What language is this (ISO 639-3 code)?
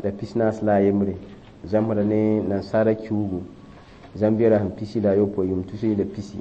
mos